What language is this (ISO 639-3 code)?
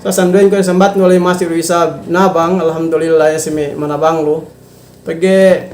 yka